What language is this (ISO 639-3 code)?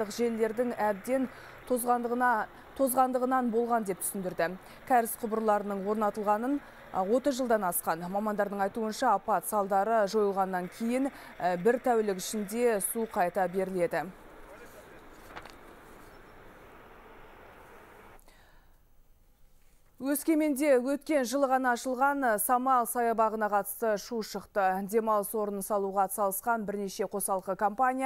kaz